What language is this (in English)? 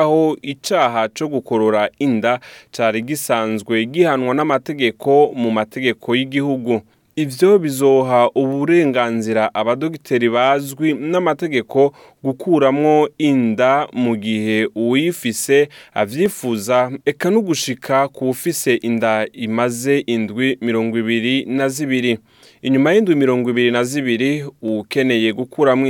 Rundi